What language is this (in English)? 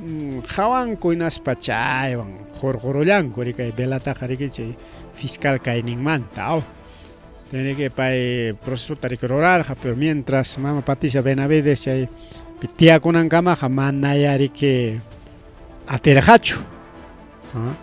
Ayacucho Quechua